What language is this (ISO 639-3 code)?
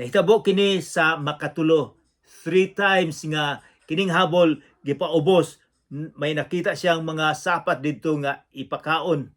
ceb